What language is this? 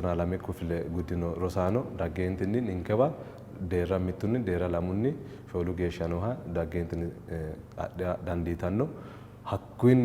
Sidamo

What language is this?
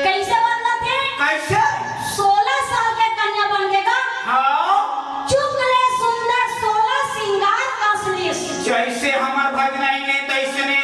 Chhattisgarhi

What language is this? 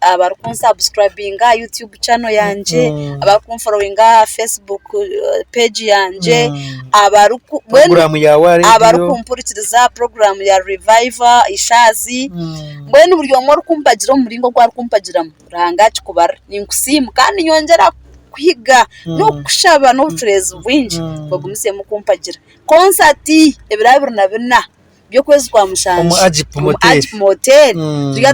Nyankole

